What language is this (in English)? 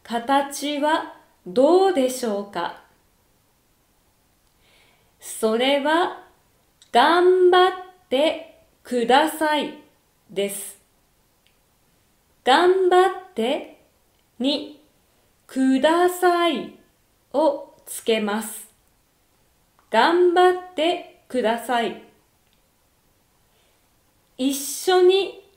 Japanese